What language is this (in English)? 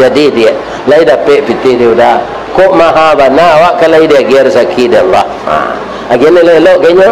Minangkabau